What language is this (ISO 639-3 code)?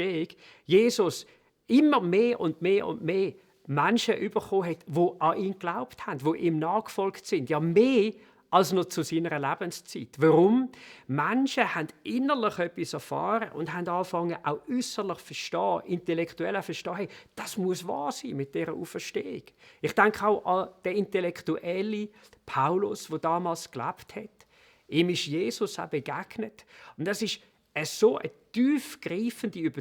gsw